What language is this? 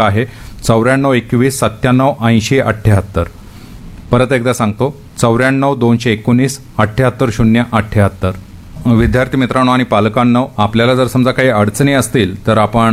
Marathi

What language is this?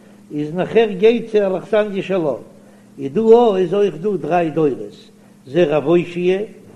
Yiddish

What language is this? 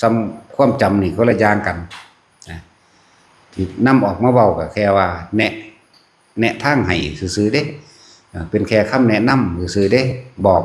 Lao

